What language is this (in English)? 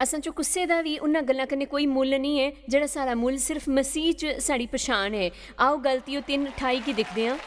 Dogri